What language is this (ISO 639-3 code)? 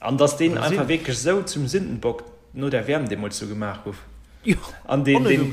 ltz